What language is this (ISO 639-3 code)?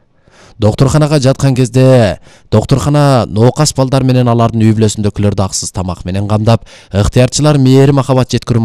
kir